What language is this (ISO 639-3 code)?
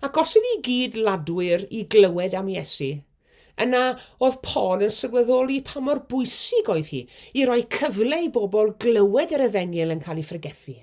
cym